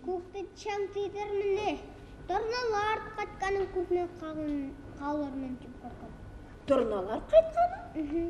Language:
Bashkir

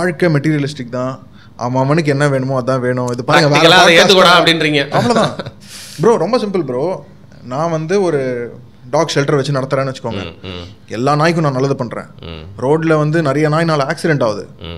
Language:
Tamil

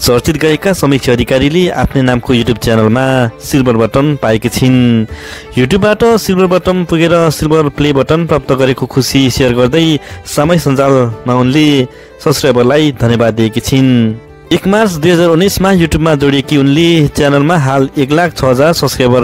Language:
Nepali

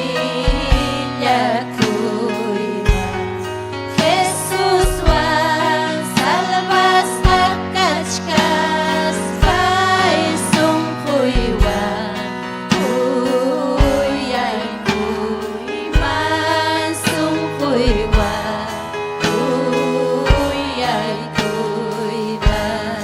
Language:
Ayacucho Quechua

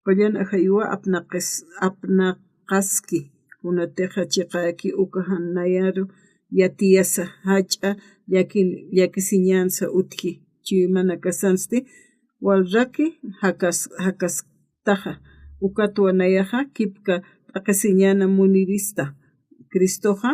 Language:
Aymara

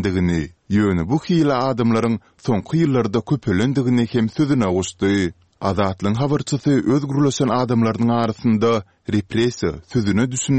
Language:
Turkmen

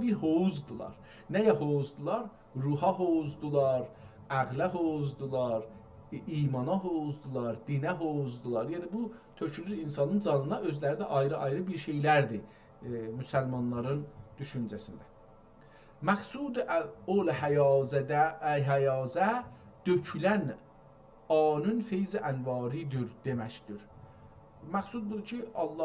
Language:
South Azerbaijani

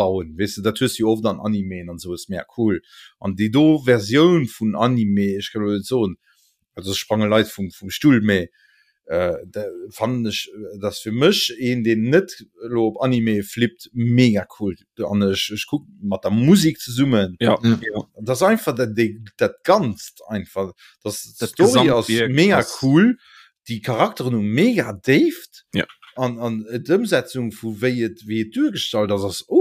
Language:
Luxembourgish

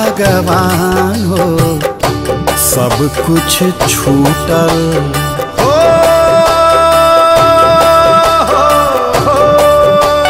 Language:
Bhojpuri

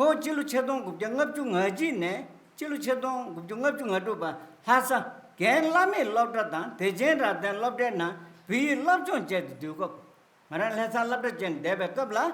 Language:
Tibetan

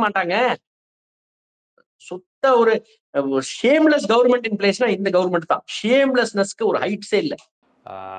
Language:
Tamil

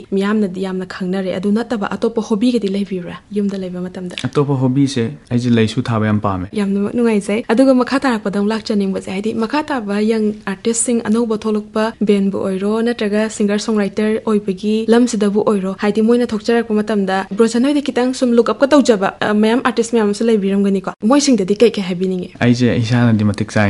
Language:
Manipuri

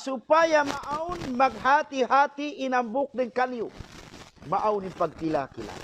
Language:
Tausug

